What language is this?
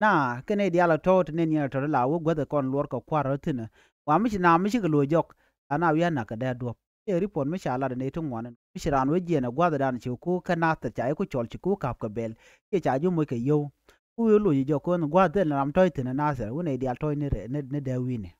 Nuer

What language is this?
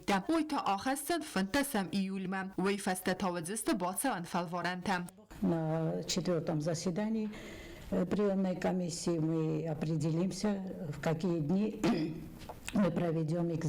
Ossetic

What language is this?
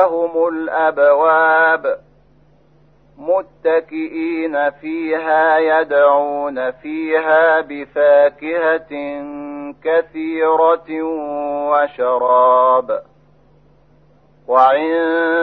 Arabic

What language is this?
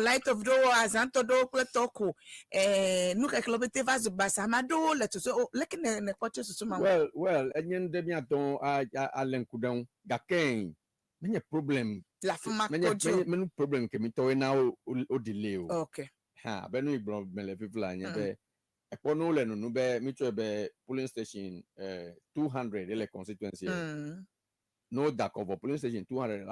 Ewe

